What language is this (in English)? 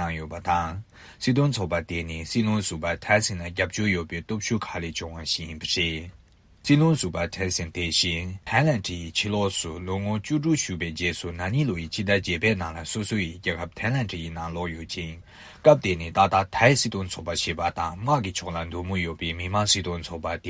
Tibetan